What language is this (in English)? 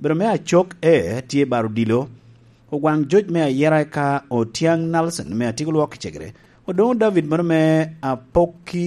Lango (Uganda)